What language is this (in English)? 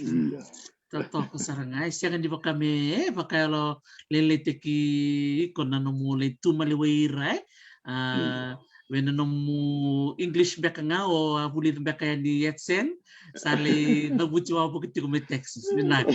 Fijian